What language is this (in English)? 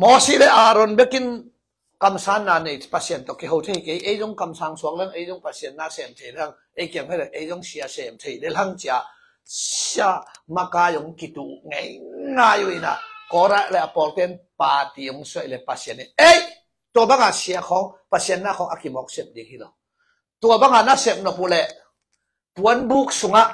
Tedim Chin